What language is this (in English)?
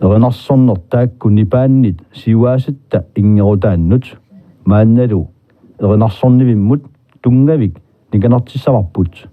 Kalaallisut